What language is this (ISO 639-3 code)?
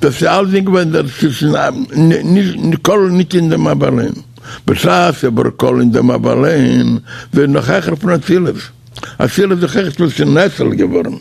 yid